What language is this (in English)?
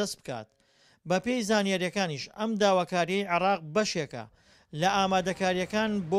Central Kurdish